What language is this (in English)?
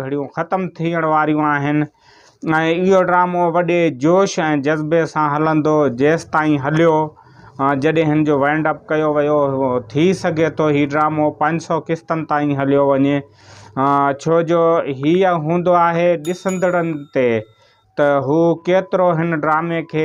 Sindhi